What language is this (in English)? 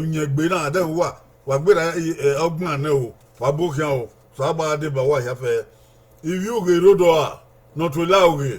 Bini